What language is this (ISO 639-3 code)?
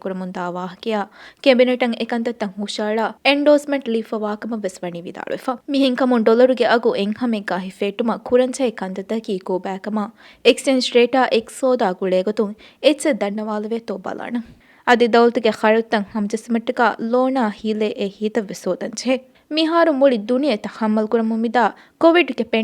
div